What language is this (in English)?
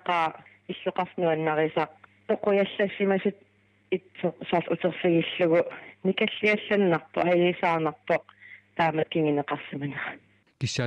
Kalaallisut